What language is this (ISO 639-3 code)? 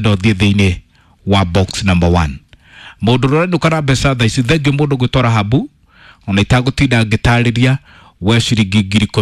kik